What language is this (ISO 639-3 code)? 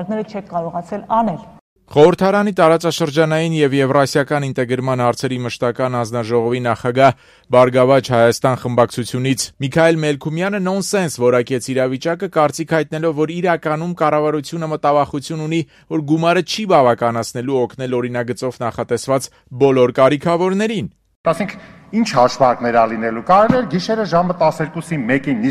hye